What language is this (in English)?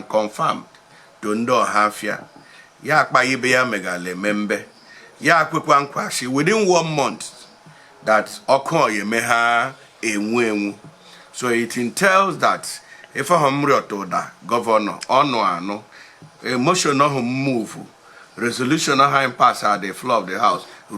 Igbo